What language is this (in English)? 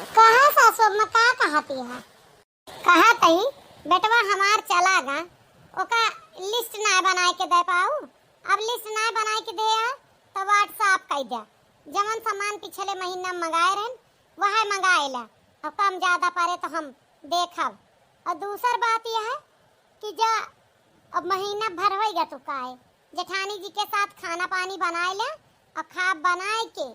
Awadhi